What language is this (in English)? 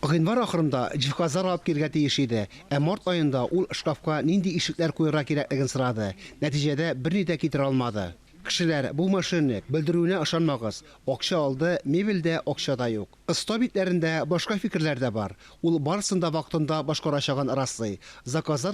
Tatar